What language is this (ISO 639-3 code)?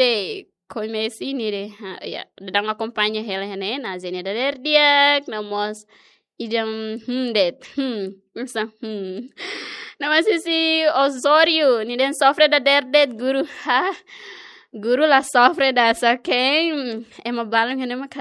tet